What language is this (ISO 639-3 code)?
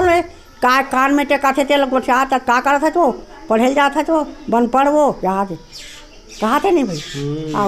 hne